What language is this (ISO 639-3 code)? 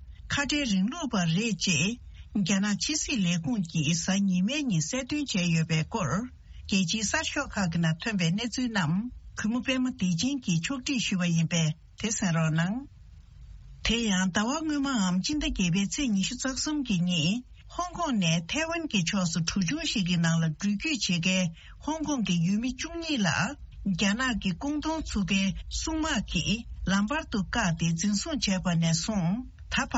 bod